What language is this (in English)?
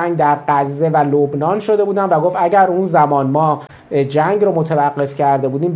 Persian